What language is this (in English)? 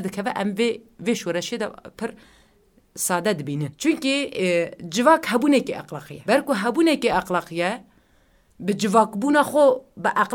Kurdish